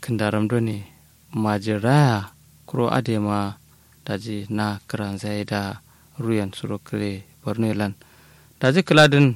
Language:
Kanuri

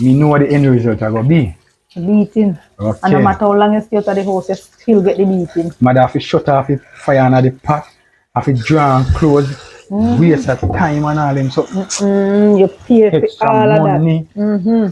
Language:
Jamaican Creole English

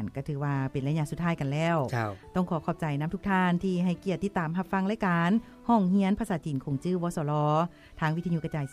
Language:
Lao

